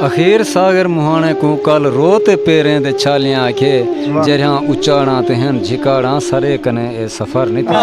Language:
Saraiki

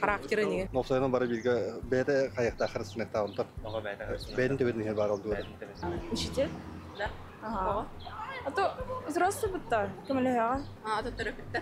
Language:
Yakut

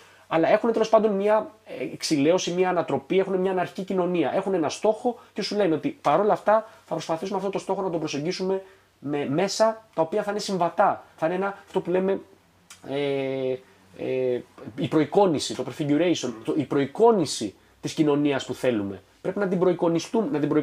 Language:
Greek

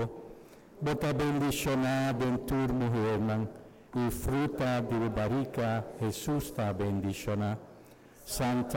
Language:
Papiamento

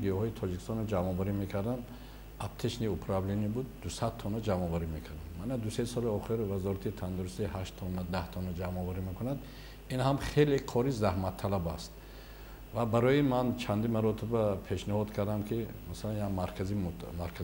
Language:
Tajik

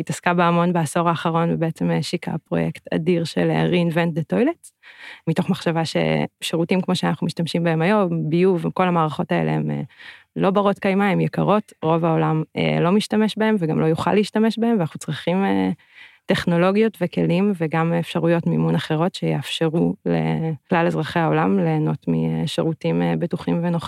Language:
Hebrew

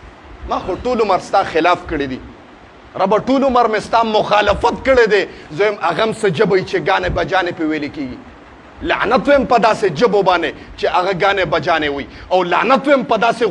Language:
Pashto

